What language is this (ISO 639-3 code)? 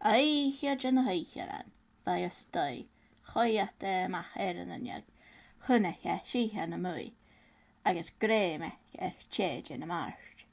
gla